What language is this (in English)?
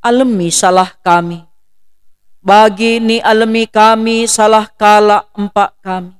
Batak Karo